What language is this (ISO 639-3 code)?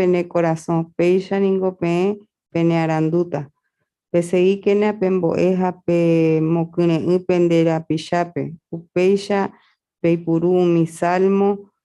grn